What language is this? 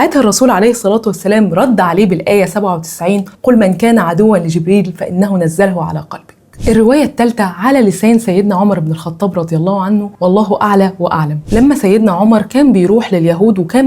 Egyptian Arabic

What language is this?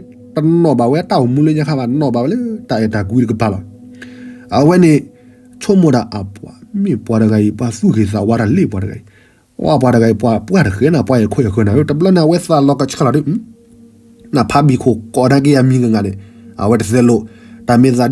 S'gaw Karen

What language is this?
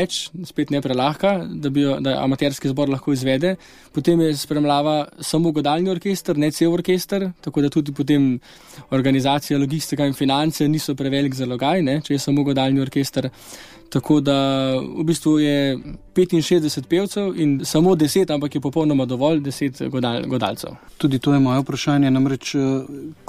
Slovenian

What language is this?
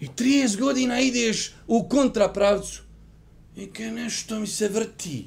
Bosnian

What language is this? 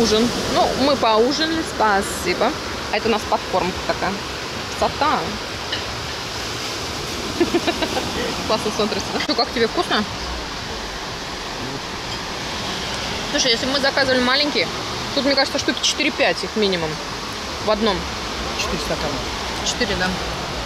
Russian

